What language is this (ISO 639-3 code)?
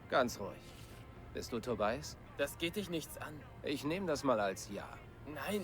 bar